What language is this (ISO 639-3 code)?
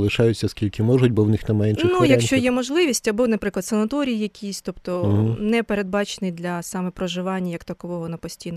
ukr